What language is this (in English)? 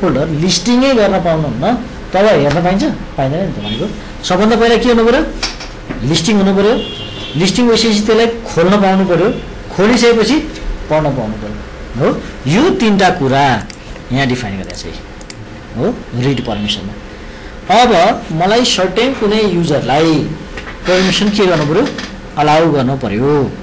Nepali